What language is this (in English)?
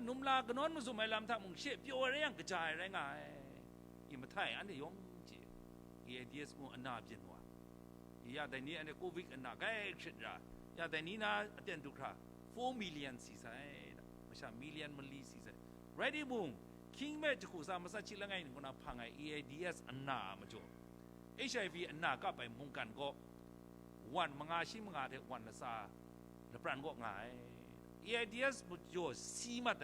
Kachin